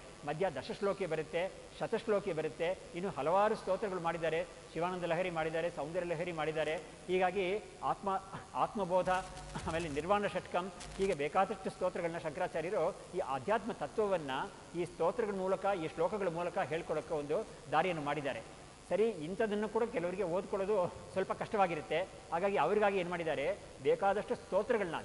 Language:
Kannada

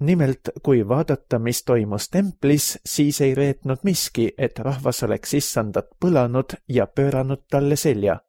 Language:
Estonian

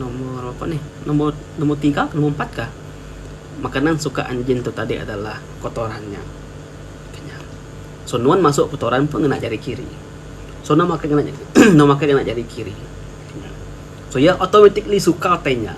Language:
Iban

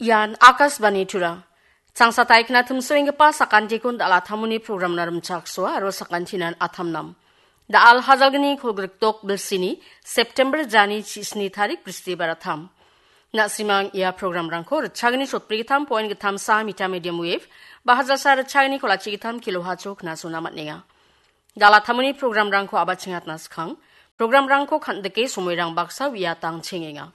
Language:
Garo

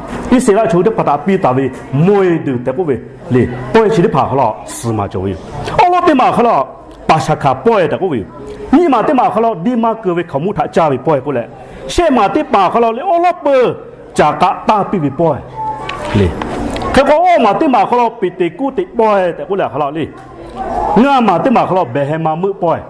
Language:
Lahu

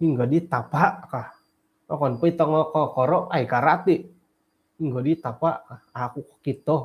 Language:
Central Dusun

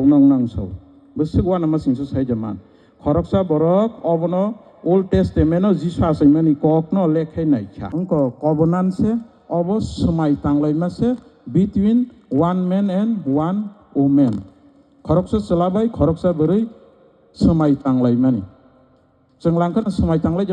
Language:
Kok Borok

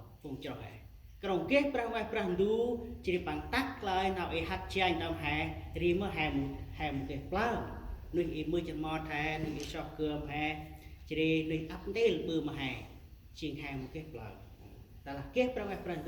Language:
Central Mnong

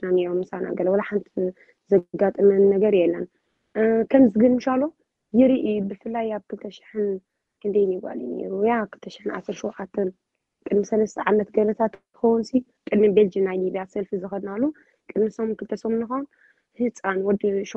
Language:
Tigrinya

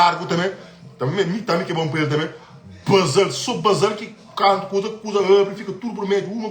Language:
Kabuverdianu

